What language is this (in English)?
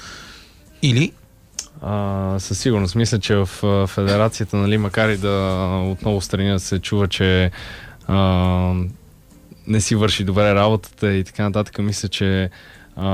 Bulgarian